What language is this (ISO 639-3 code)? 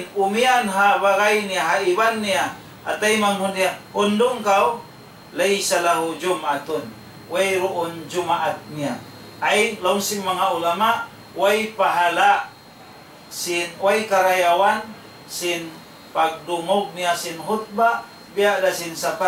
tsg